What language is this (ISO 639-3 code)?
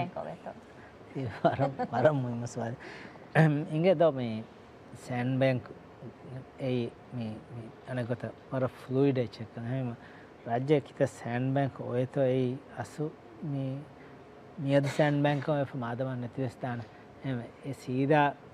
div